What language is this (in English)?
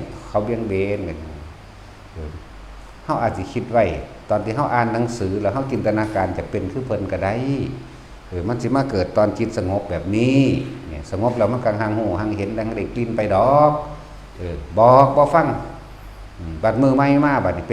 Northeastern Thai